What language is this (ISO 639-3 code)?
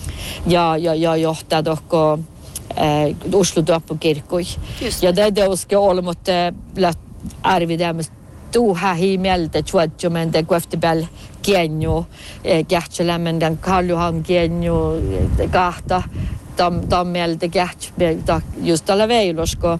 sme